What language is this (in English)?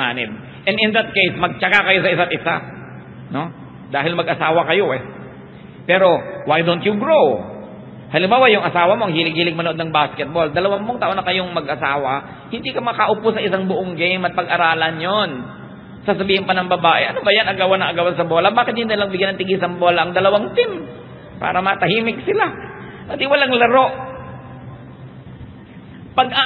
Filipino